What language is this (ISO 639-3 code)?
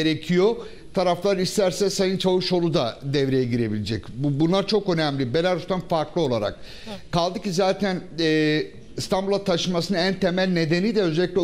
tur